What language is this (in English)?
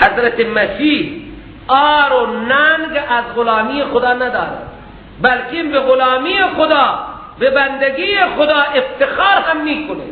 Persian